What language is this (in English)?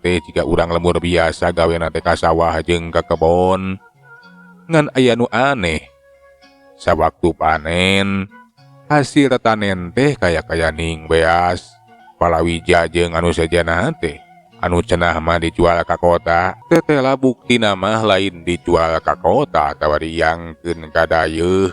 Sundanese